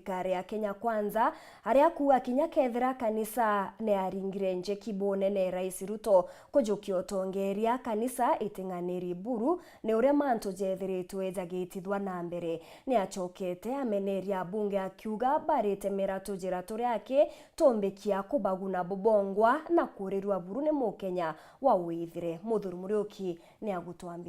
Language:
Meru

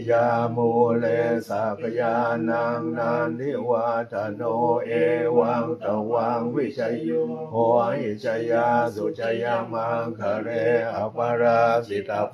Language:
Pali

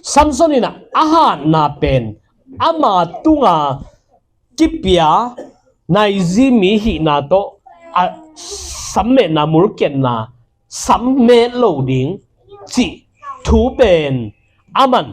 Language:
Tedim Chin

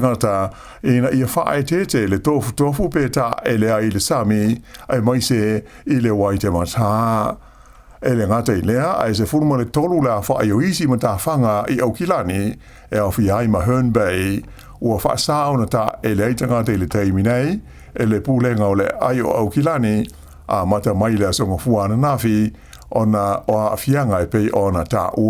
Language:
Samoan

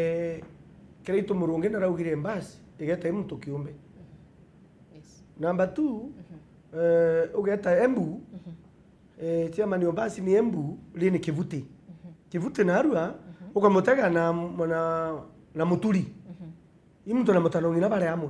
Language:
Meru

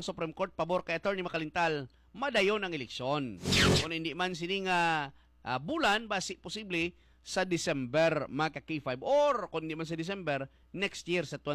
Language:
Hiligaynon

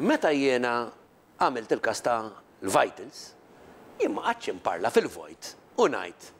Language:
Maltese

